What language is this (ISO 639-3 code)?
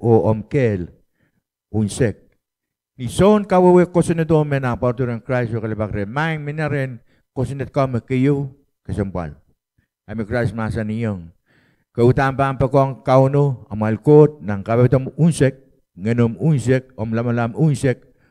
pon